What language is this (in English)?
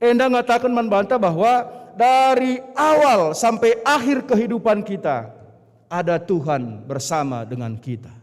Batak Karo